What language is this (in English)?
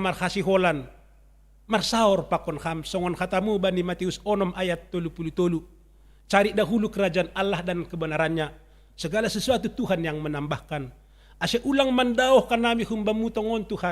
Batak Simalungun